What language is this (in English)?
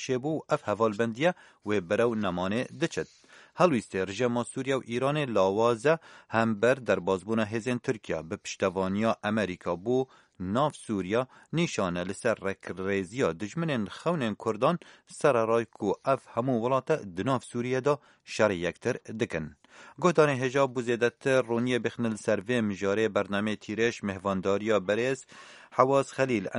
Kurdish